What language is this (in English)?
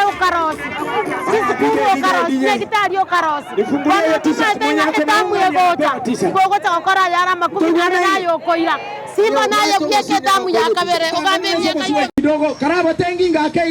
Gusii